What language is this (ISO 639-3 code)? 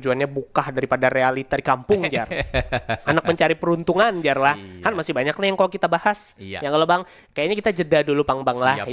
bjn